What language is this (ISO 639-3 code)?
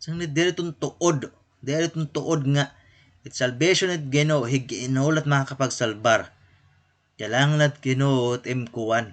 war